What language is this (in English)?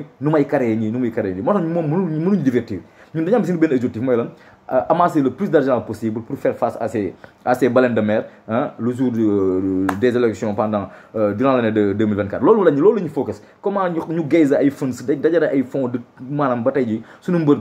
Wolof